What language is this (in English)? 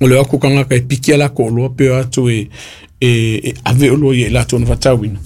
Samoan